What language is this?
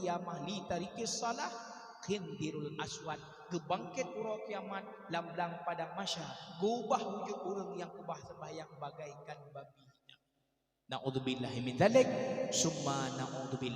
Achinese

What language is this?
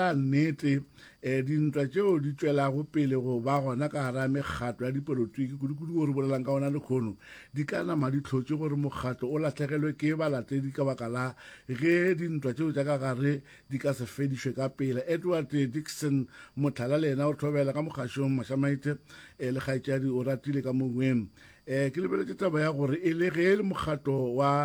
Northern Sotho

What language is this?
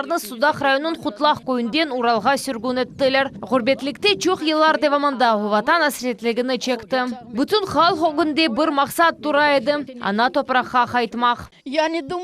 Crimean Tatar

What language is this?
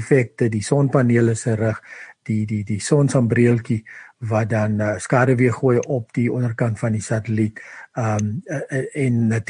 Afrikaans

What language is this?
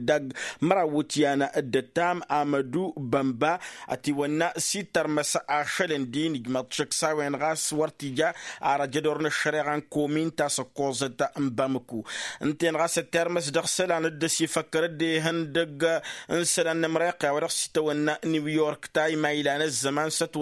Tamasheq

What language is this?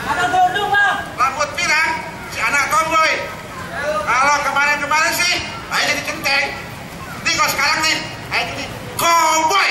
Betawi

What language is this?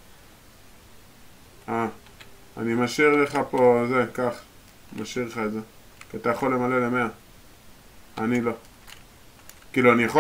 Hebrew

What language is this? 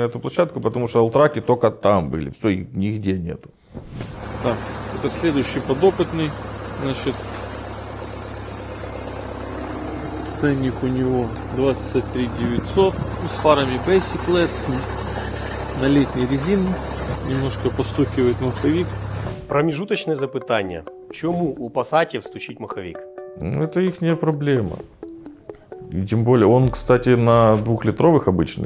Russian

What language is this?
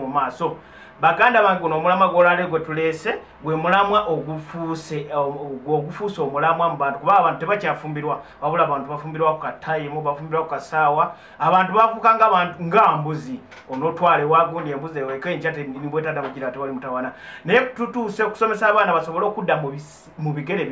Ganda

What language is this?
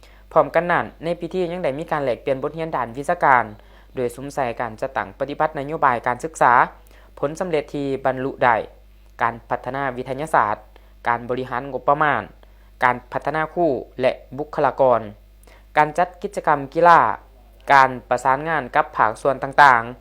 Lao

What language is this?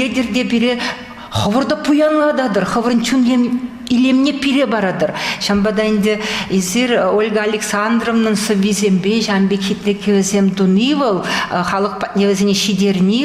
Chuvash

